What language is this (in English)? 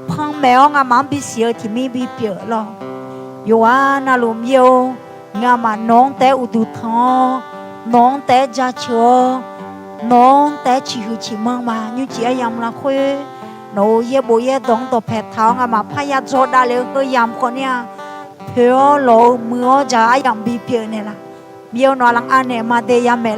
Akha